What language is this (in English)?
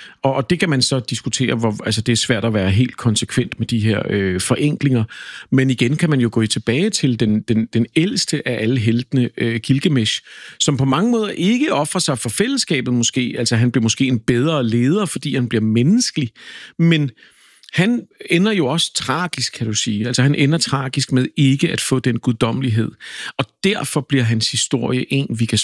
Danish